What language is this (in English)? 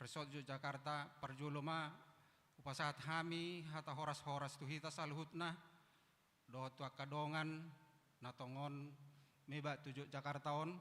Batak Toba